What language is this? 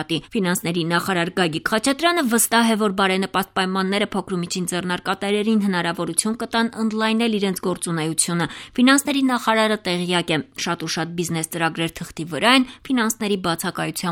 Armenian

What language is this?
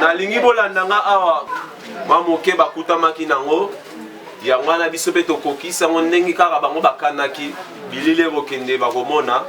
Lingala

